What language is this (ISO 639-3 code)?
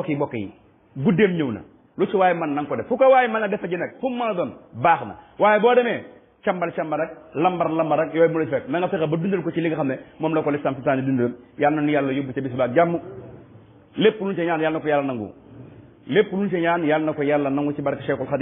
wol